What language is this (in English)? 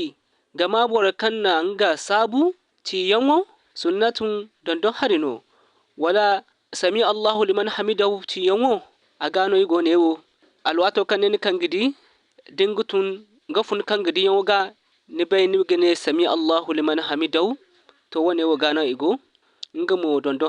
Zarma